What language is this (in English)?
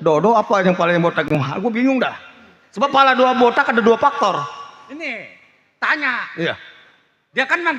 Betawi